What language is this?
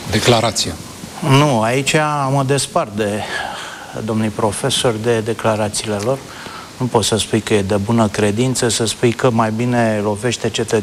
Romanian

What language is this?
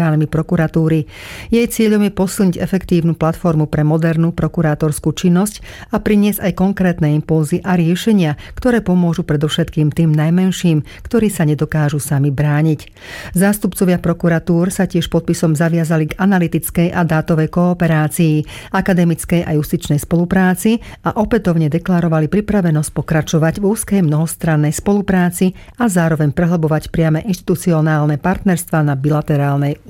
Slovak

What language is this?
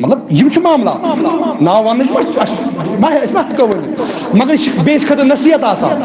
Kashmiri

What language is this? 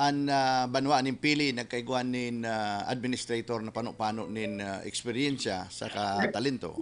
Bikol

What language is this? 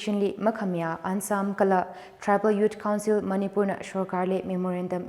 Tangkhul Naga (India)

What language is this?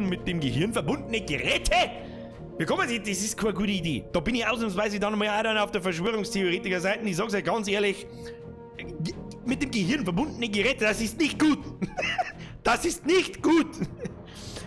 Bavarian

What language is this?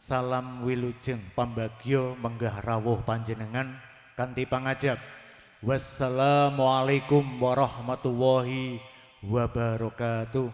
Javanese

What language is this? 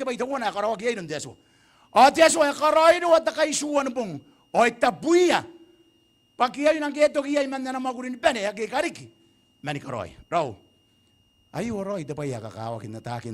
Gilbertese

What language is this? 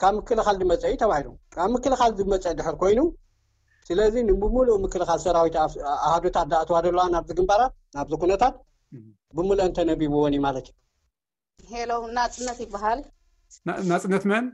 Tigrinya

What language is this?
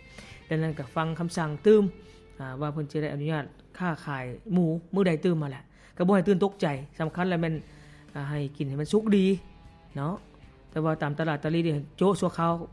Lao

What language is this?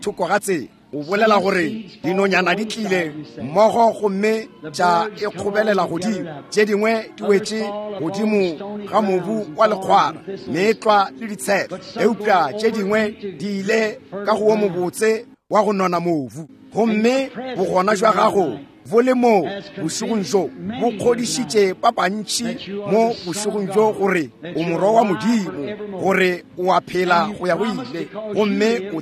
Northern Sotho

